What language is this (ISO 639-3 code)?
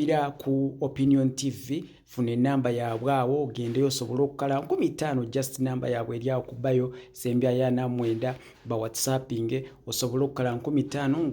lug